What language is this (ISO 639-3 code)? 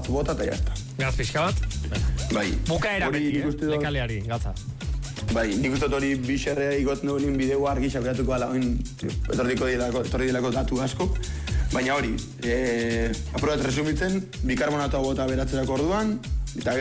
eus